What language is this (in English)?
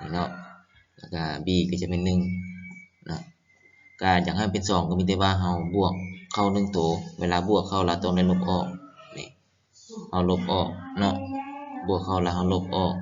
Lao